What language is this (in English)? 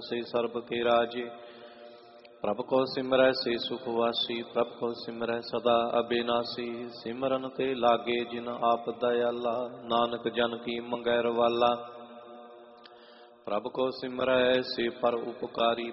Punjabi